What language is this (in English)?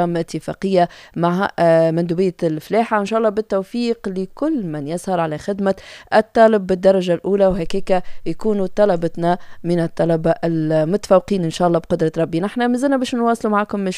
Tunisian Arabic